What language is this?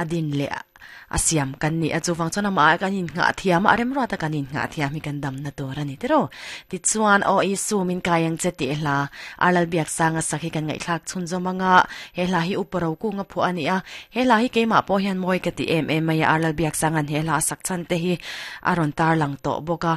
Mizo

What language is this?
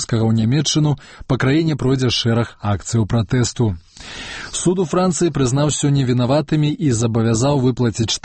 Belarusian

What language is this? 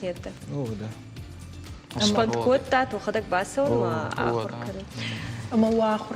Ossetic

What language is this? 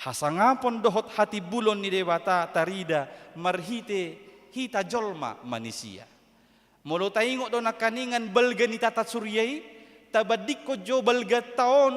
Batak Toba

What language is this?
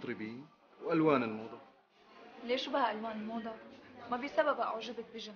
North Levantine Arabic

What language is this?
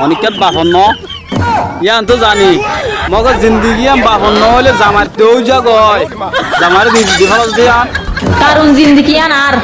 Rohingya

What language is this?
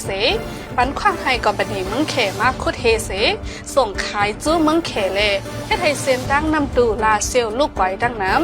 Shan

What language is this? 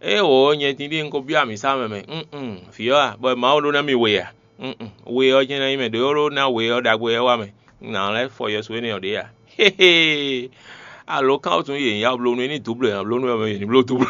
Fon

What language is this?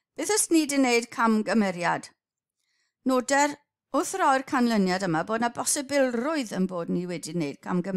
Welsh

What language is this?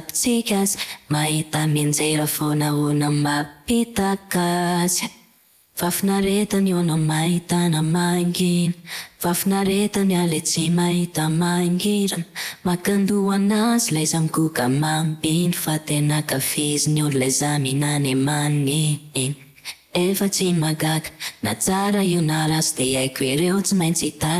Malagasy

